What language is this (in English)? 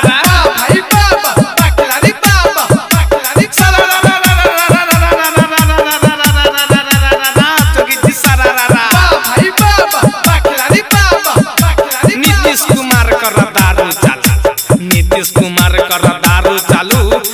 Bhojpuri